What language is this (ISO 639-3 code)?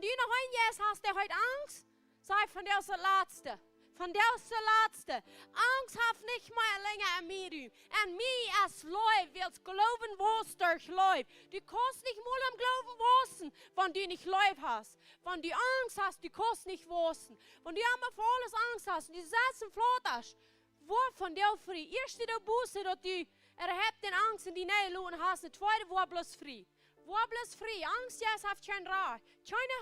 pdt